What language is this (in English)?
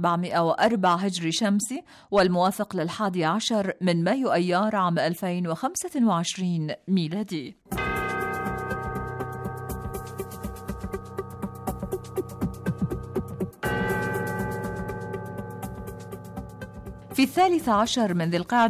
Arabic